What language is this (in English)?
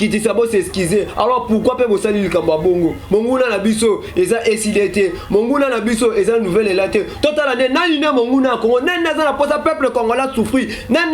Lingala